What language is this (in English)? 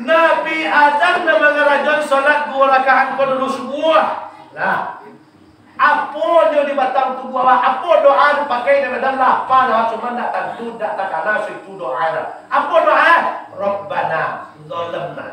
Minangkabau